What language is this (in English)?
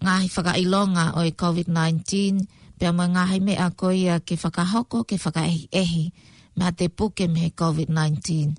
Tongan